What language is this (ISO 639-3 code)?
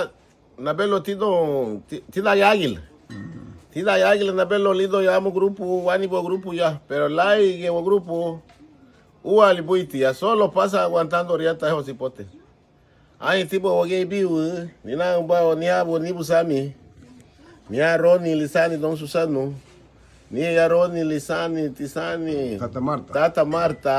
cab